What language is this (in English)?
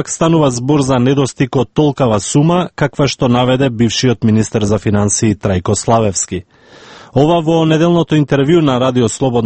Macedonian